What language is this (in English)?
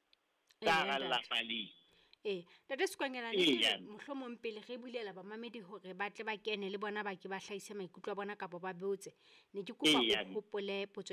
Southern Sotho